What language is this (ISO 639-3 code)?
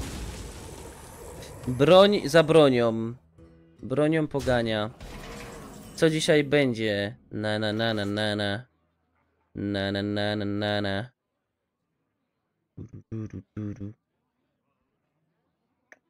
pol